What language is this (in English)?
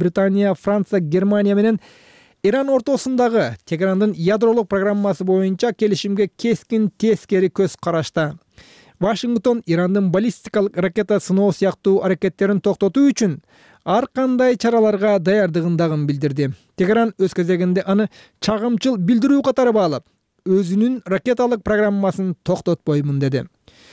Kyrgyz